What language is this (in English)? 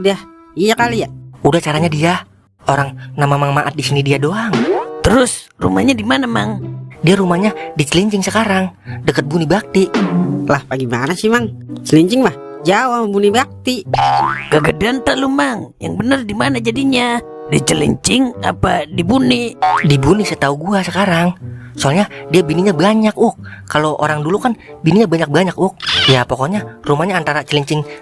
Betawi